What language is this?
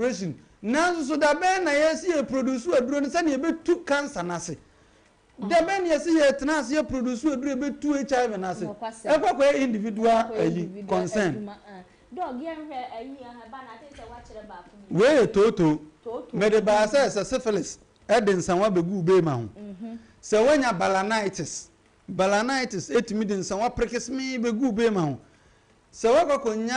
Akan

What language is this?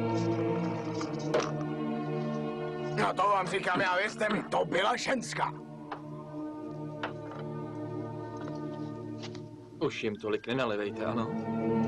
Czech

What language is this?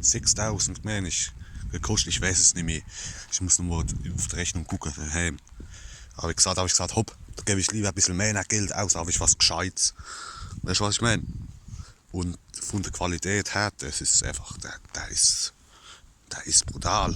Palatine German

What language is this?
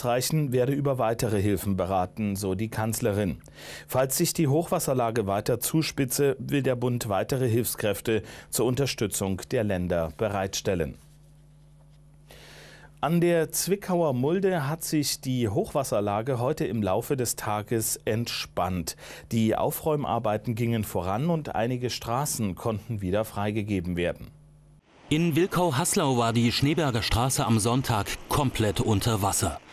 German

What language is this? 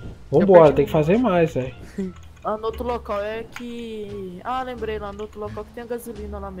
Portuguese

